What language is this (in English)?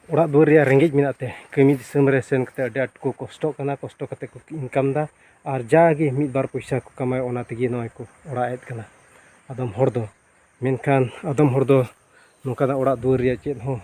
Santali